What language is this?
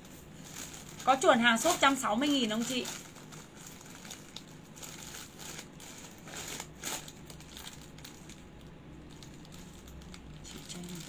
Vietnamese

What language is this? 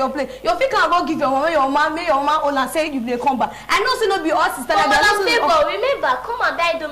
Nigerian Pidgin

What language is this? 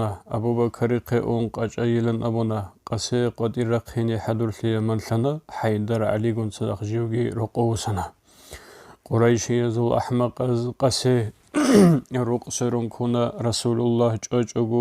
Avaric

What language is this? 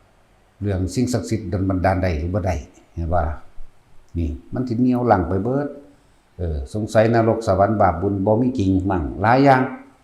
Northeastern Thai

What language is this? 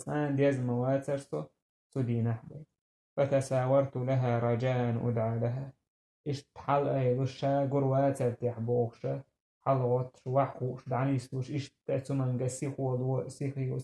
Chechen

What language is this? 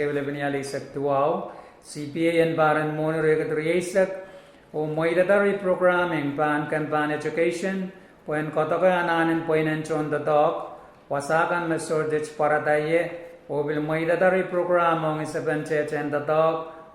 Pohnpeian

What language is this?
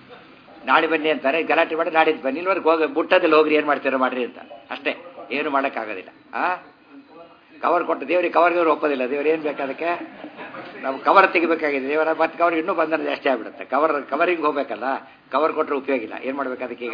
Kannada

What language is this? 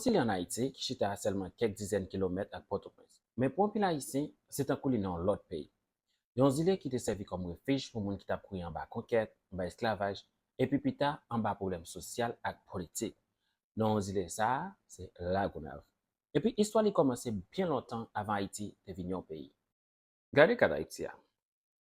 Haitian Creole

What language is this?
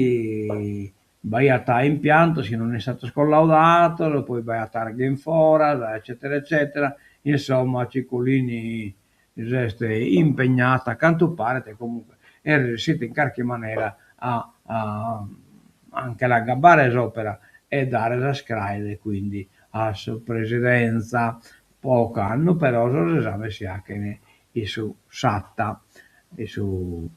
Sardinian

